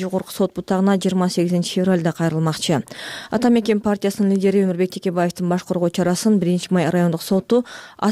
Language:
Kyrgyz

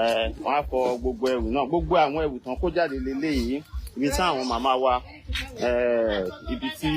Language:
Yoruba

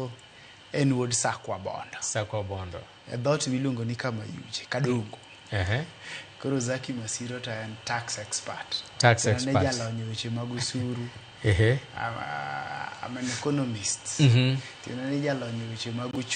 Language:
Luo (Kenya and Tanzania)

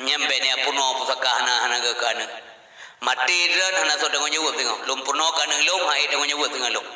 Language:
Achinese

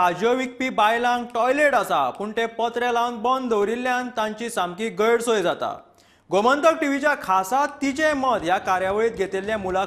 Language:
Konkani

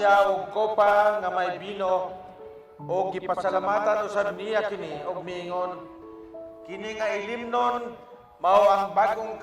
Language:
Cebuano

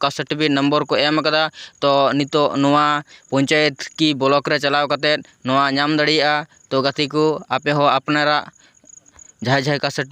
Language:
Santali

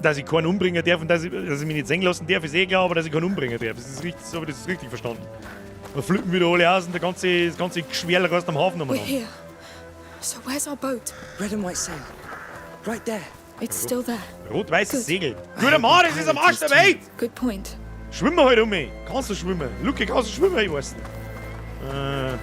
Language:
Bavarian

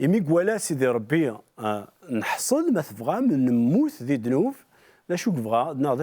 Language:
Kabyle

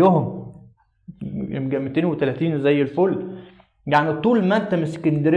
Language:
Egyptian Arabic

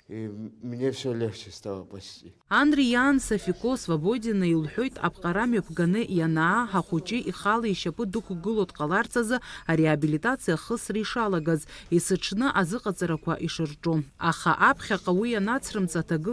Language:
Abkhazian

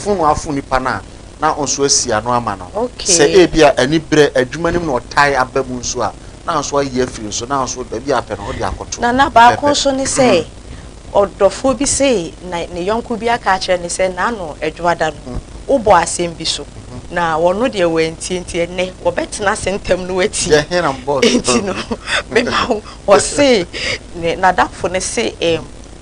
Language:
Akan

